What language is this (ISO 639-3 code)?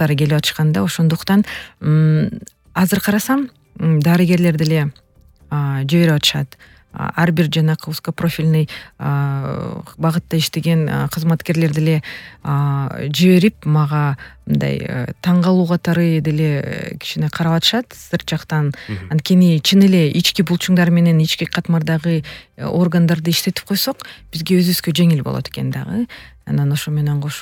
kir